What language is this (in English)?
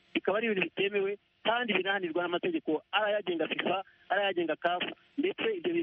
Kinyarwanda